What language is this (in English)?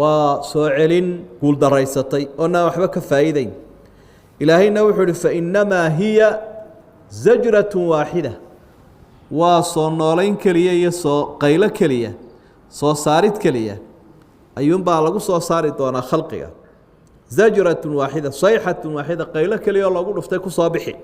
Somali